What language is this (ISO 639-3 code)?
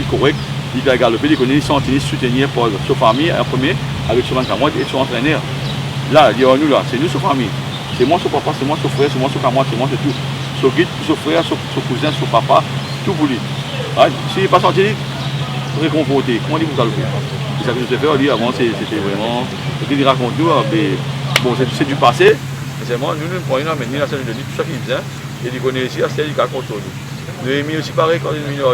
mfe